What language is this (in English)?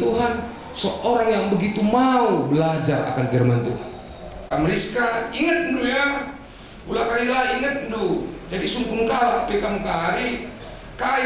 Batak Karo